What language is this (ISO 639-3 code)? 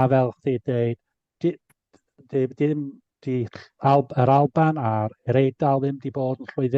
cym